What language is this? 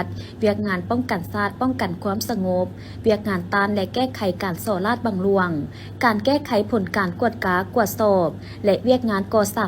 Lao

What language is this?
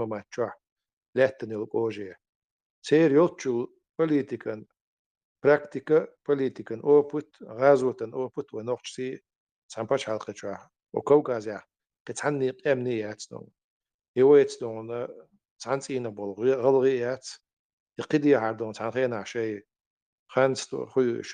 Chechen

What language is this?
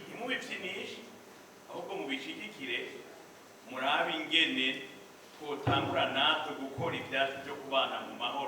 Rundi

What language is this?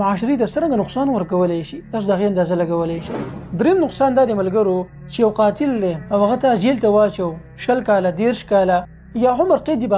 Pashto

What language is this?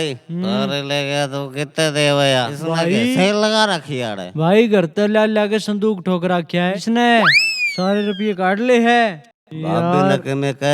Haryanvi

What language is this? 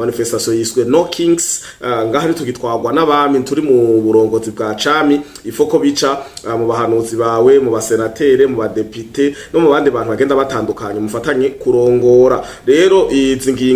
Rundi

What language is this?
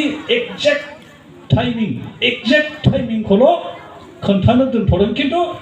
Bodo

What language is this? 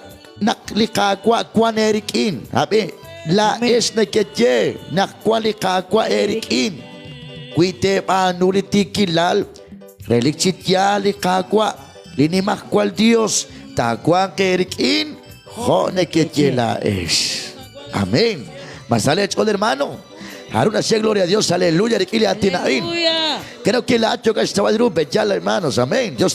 Kekchí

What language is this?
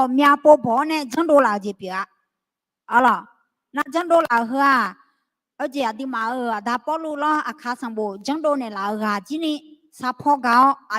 Akha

